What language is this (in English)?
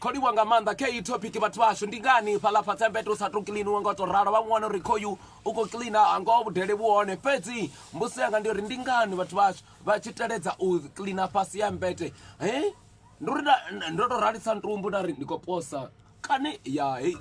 Venda